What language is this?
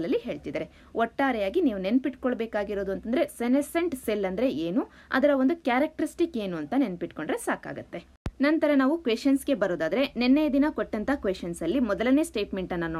Kannada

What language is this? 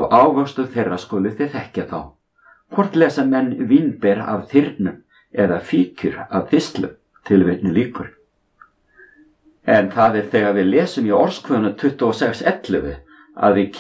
Icelandic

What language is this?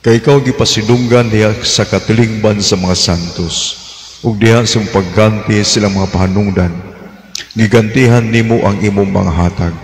Cebuano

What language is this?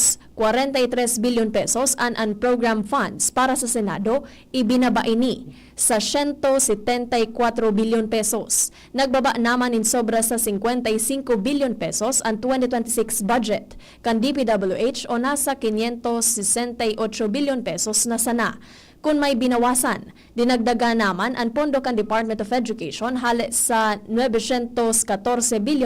Bikol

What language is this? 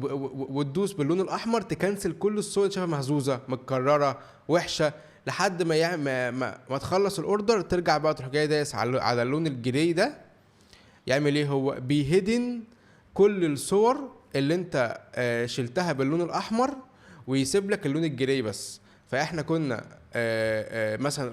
Egyptian Arabic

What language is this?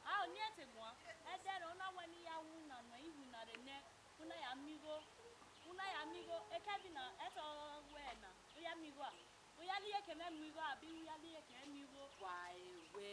Bini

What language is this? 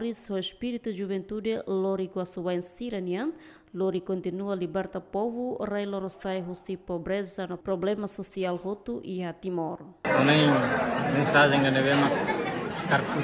Tetum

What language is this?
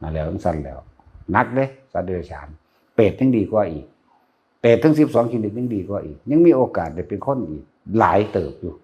Northeastern Thai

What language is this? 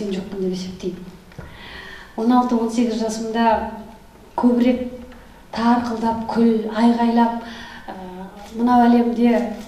Kazakh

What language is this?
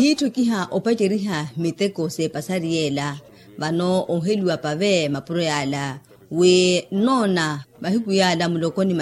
Makhuwa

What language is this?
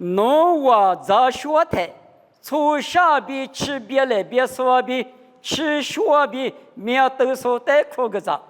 Lisu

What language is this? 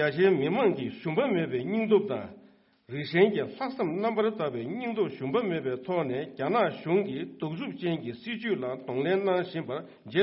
Tibetan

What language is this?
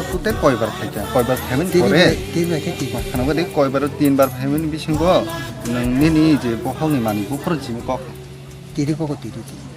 Kok Borok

